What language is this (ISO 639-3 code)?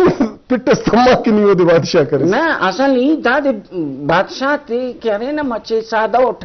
brh